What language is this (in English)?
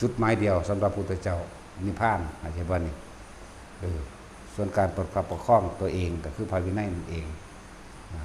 Northeastern Thai